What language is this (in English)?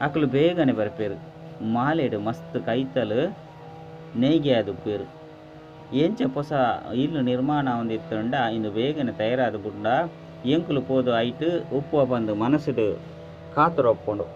Tulu